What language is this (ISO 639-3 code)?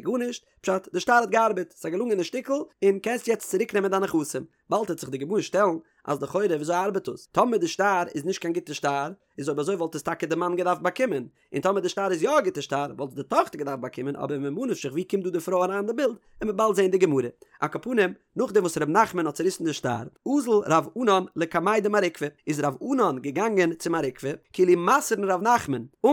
yid